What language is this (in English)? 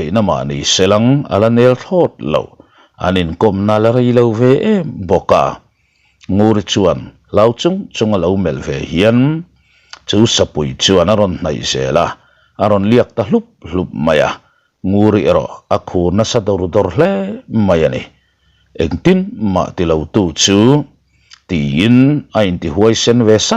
Mizo